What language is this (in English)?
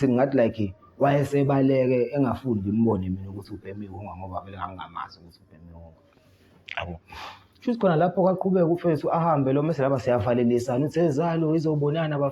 Zulu